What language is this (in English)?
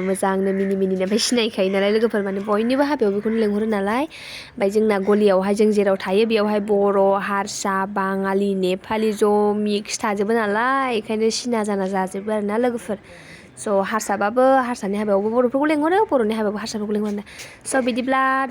Bodo